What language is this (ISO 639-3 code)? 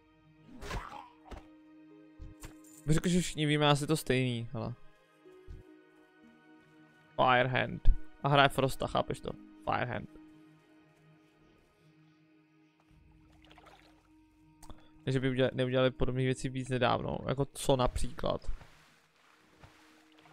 ces